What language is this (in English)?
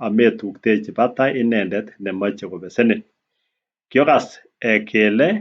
Kalenjin